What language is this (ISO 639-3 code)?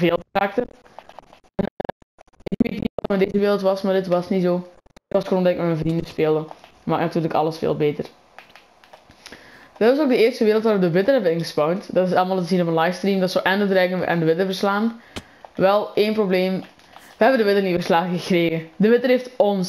nld